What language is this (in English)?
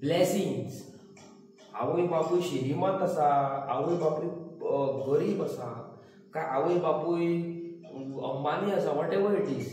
Konkani